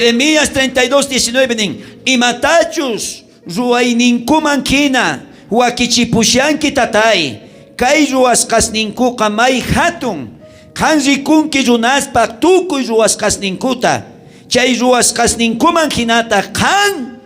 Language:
South Bolivian Quechua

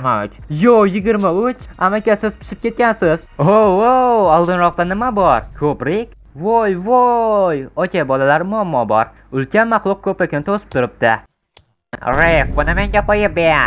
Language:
Uzbek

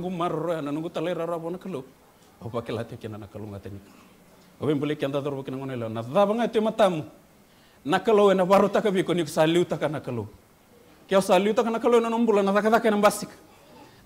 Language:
Fijian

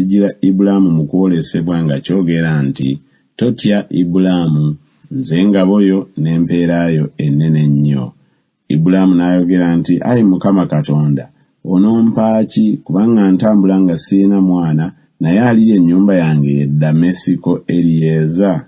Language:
Ganda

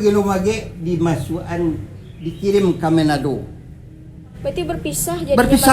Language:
Minangkabau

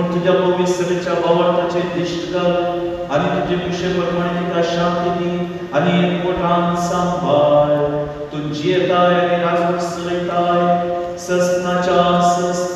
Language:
Konkani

